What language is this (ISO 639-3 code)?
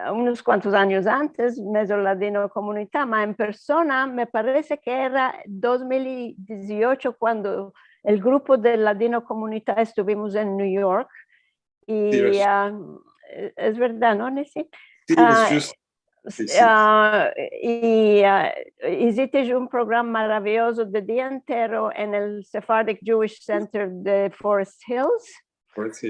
lad